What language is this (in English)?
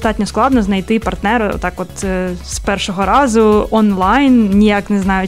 Ukrainian